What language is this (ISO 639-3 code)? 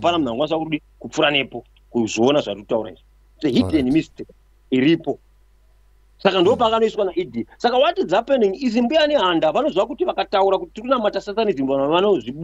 sna